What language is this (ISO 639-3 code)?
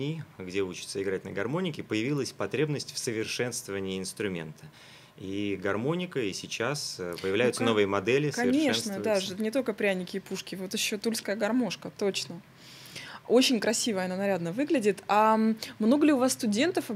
rus